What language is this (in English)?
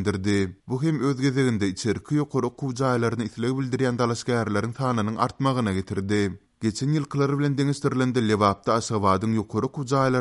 Turkmen